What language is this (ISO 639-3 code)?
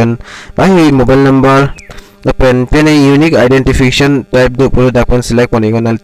mjw